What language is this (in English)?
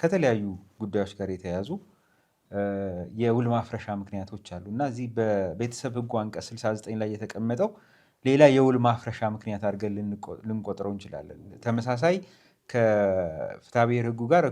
Amharic